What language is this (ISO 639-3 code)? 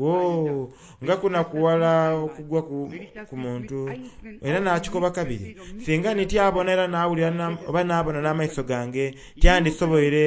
xog